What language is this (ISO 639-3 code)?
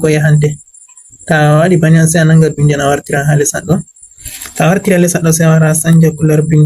ful